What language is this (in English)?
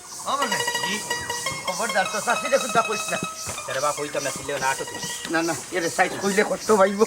Sylheti